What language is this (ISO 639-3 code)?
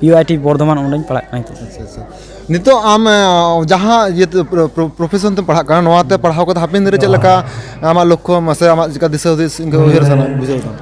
sat